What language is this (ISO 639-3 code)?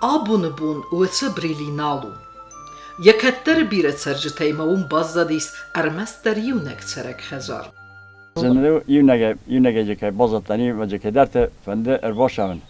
oss